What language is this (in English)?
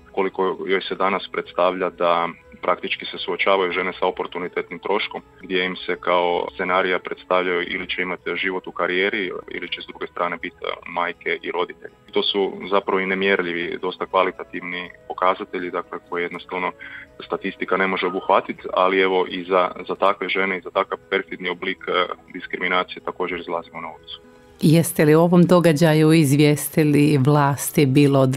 Croatian